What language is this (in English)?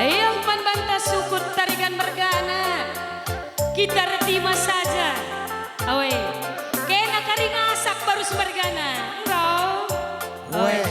Batak Karo